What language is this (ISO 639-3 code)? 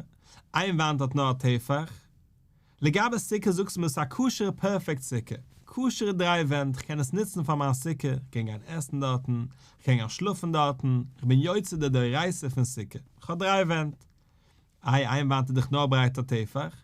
yid